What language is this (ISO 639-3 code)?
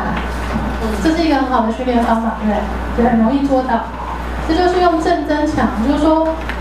zho